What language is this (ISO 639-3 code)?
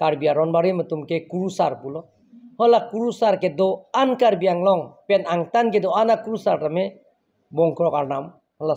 mjw